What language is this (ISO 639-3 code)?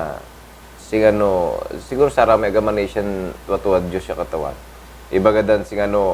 pag